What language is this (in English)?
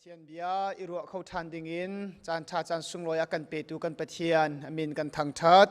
Hakha Chin